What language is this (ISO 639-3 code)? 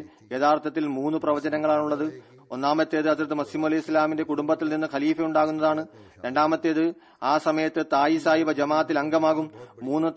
mal